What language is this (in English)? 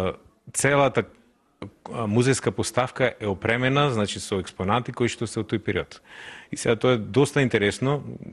Macedonian